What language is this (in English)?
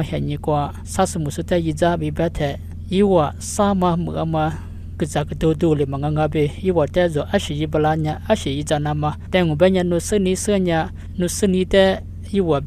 Lisu